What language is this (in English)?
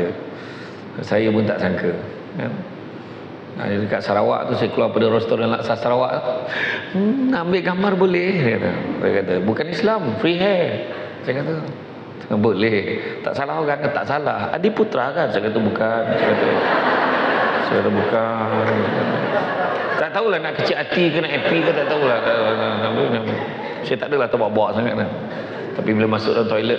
Malay